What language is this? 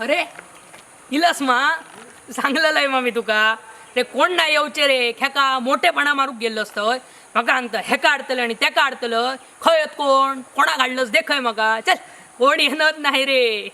Konkani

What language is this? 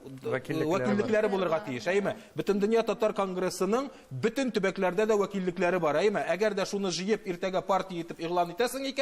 Tatar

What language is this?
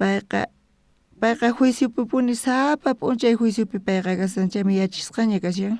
South Bolivian Quechua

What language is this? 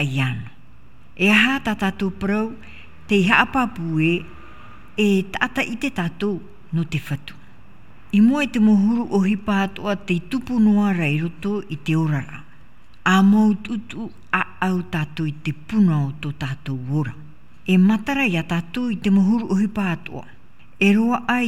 Tahitian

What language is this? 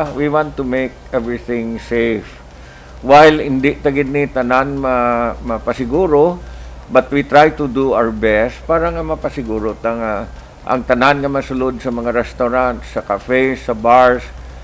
Hiligaynon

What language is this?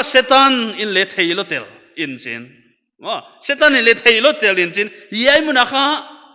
Paite Chin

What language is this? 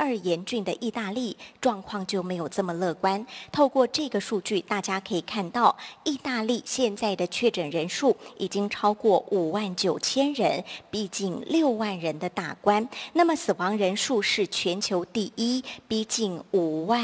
Chinese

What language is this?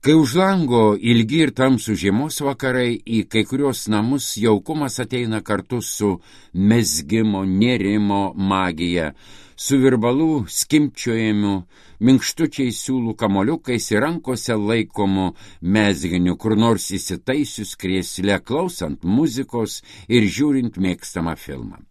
Lithuanian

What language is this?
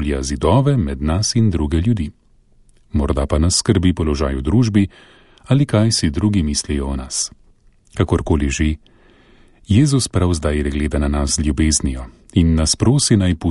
Slovenian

